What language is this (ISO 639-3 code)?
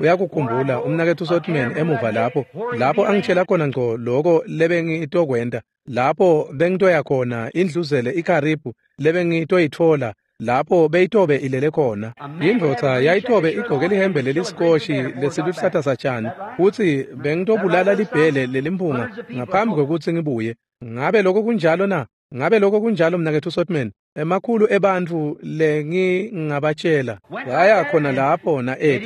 ssw